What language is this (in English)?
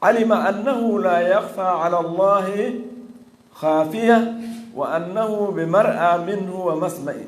Fula